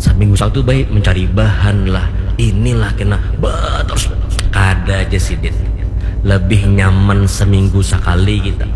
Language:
Banjar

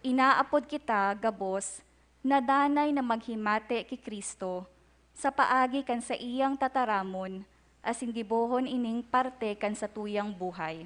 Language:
Bikol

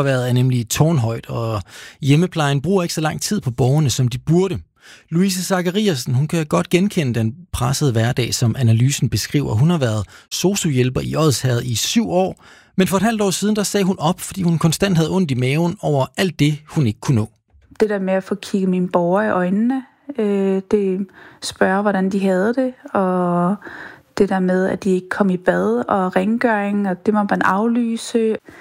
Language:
Danish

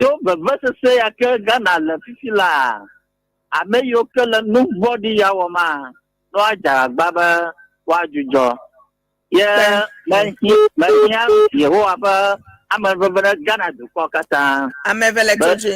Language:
Ewe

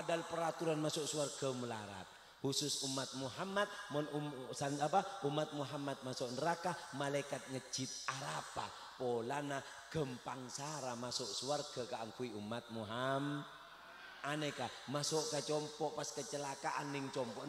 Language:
Madurese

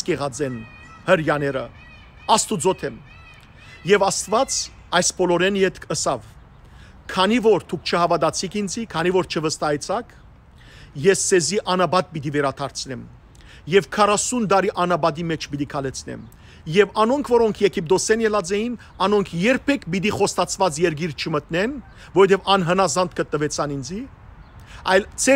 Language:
Western Armenian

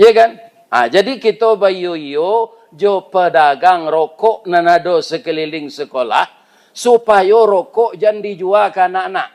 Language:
Minangkabau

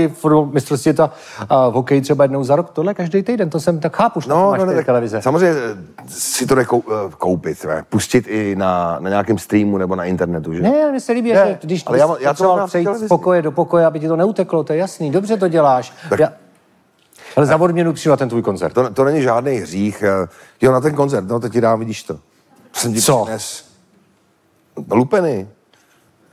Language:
Czech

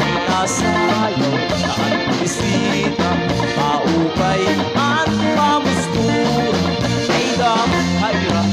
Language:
Waray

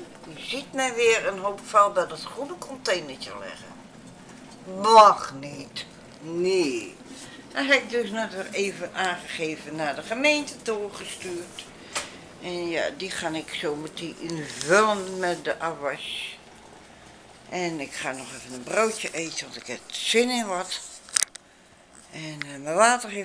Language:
Dutch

